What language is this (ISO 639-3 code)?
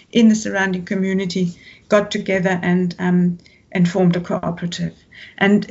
eng